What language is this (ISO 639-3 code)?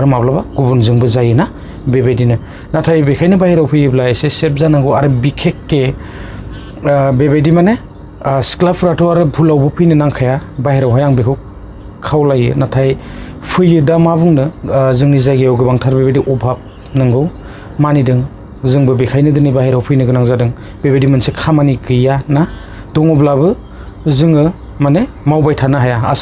brx